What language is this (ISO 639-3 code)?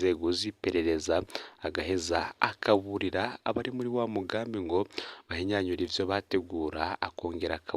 run